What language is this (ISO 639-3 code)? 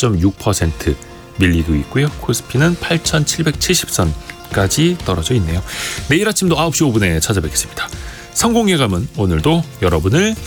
kor